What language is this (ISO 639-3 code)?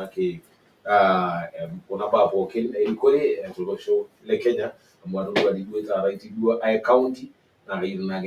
mas